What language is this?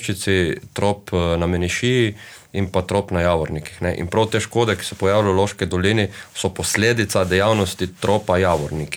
Slovenian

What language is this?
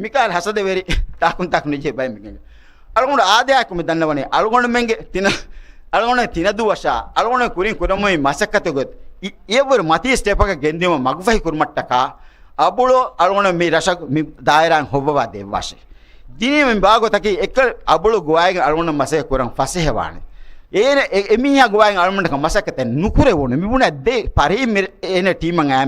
Divehi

